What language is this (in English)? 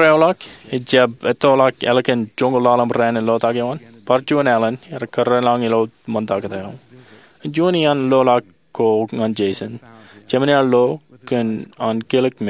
Marshallese